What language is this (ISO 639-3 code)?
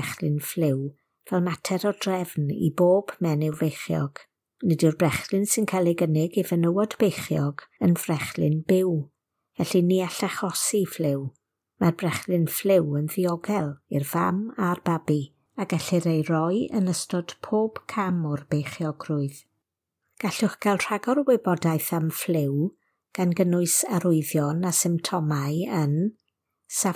cym